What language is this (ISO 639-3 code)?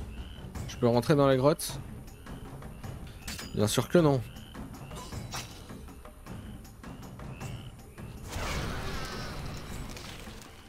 fra